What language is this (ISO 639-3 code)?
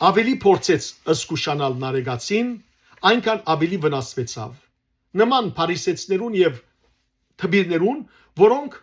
hyw